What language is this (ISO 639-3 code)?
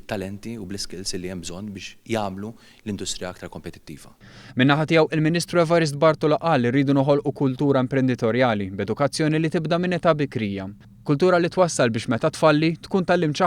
mlt